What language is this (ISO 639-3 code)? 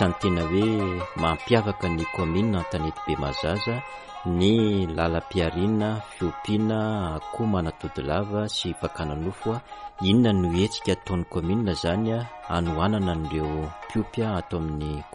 mlg